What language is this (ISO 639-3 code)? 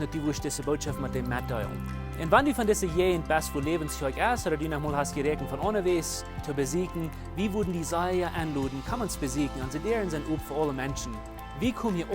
pdt